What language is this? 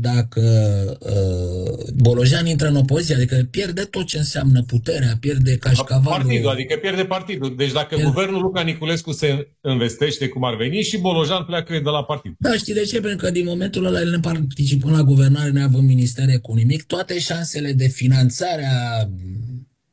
Romanian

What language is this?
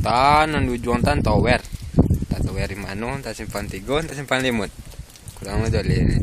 Minangkabau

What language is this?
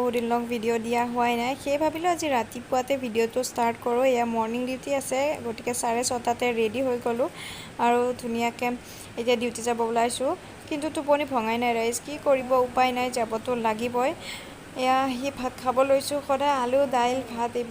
Assamese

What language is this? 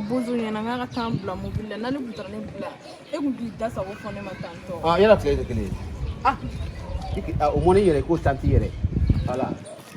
Bambara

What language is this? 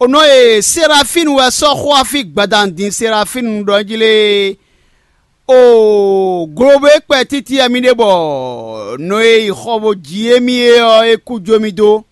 Fon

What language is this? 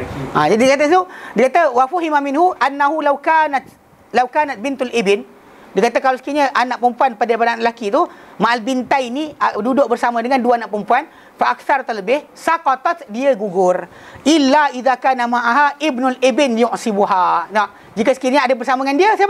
Malay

